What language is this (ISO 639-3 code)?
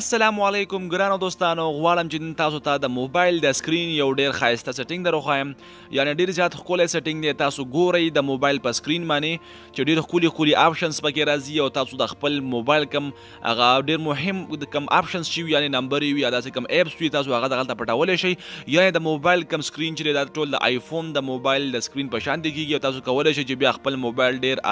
pus